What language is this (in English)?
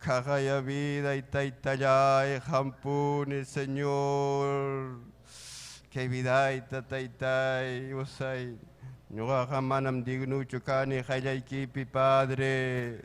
Ayacucho Quechua